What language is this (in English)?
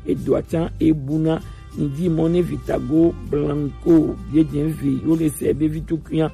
Gen